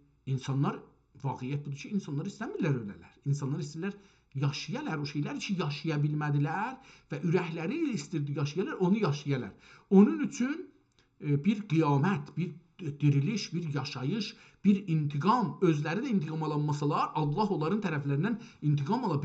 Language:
South Azerbaijani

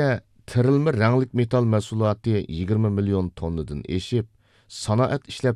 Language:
Uyghur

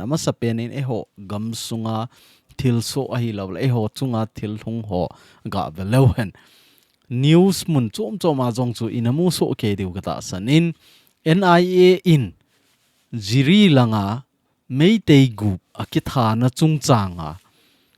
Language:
Thado Chin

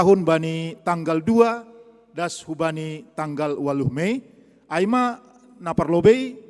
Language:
Batak Simalungun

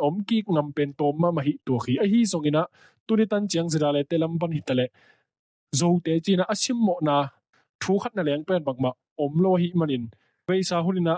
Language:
Tedim Chin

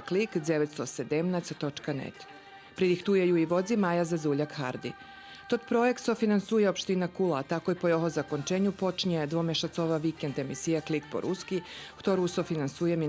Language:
Rusyn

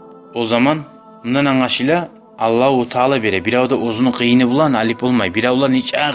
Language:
Kumyk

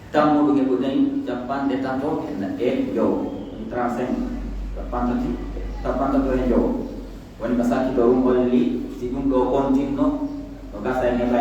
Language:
Pular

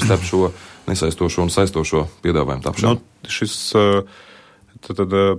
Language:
Latvian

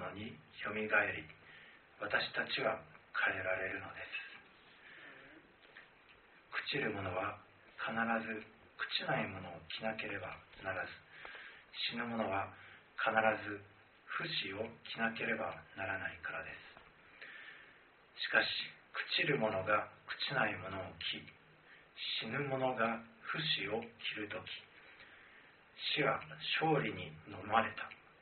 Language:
Japanese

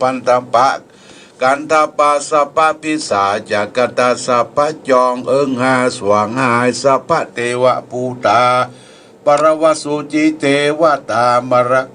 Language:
Pali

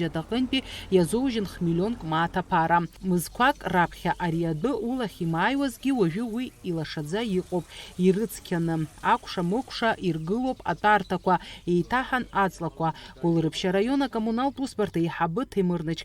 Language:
Abkhazian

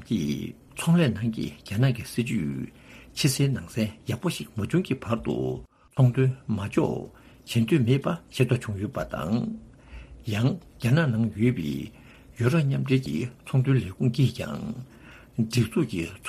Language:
Tibetan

